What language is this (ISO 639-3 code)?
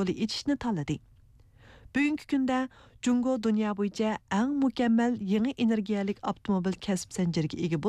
uig